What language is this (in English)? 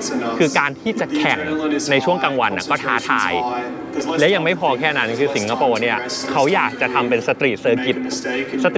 Thai